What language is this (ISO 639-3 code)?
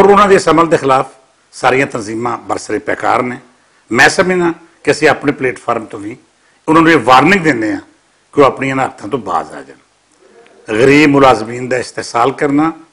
lah